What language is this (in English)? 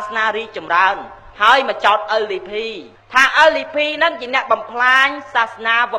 Khmer